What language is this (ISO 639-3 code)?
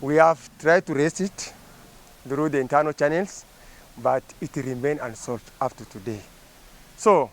mer